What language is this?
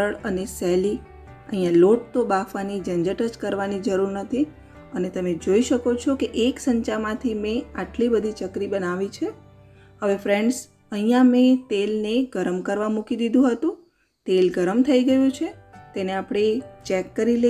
Gujarati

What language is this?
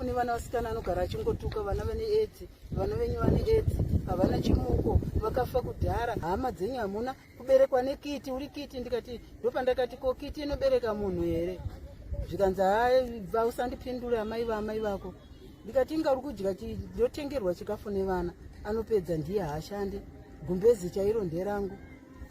Shona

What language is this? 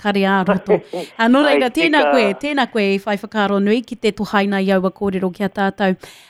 Māori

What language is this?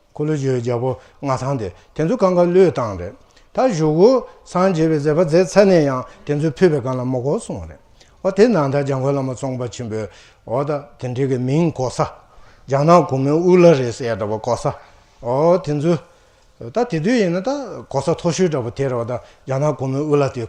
Tibetan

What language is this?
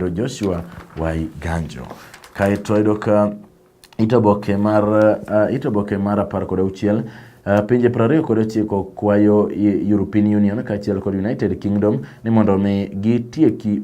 Luo (Kenya and Tanzania)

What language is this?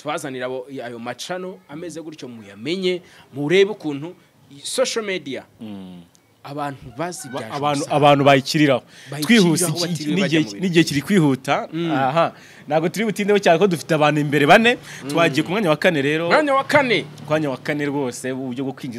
Kinyarwanda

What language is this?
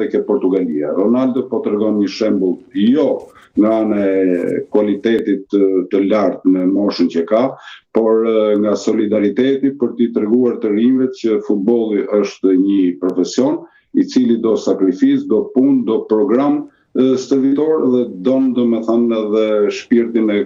Albanian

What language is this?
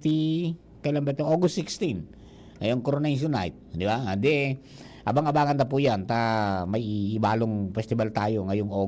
Bikol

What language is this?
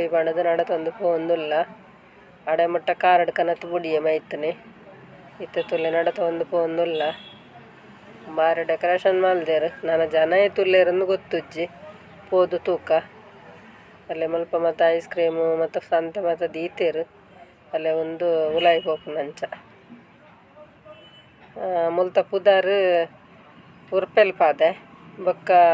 Tulu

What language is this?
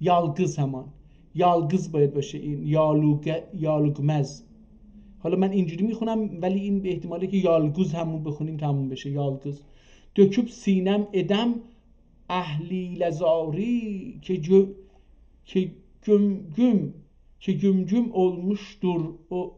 South Azerbaijani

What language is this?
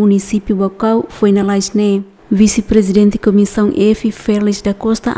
Tetum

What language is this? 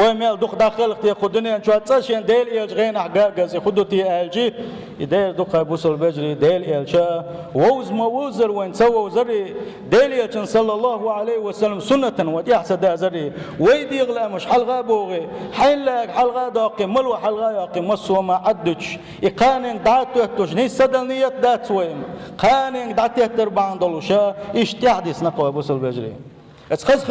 Chechen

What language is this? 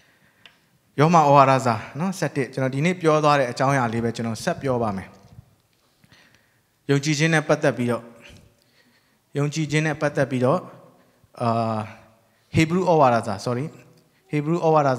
Burmese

